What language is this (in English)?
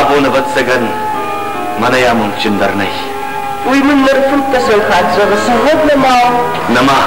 Ossetic